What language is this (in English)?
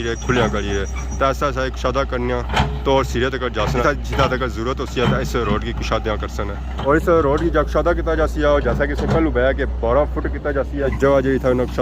Pahari-Potwari